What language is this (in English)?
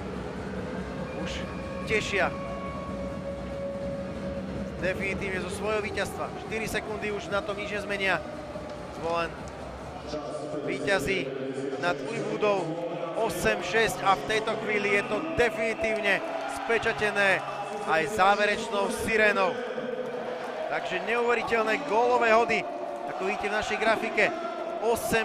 Slovak